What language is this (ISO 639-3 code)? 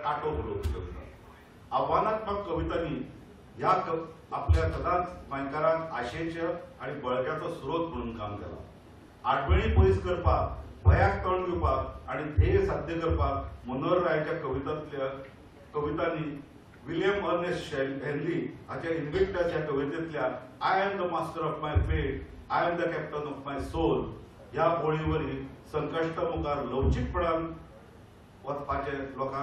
kok